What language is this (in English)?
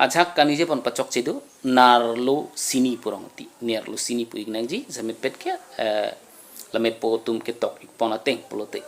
Karbi